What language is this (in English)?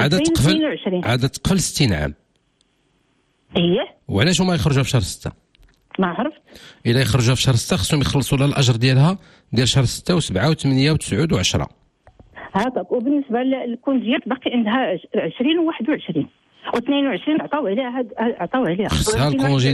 Moroccan Arabic